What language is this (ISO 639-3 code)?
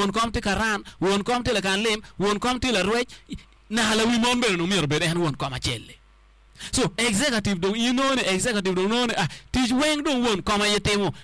ach